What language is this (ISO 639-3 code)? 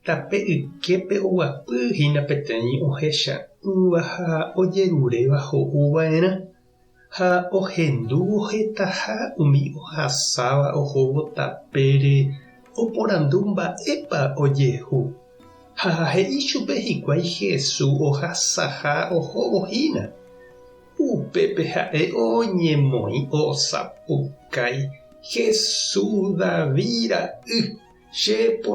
grn